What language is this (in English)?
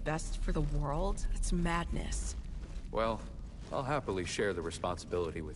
English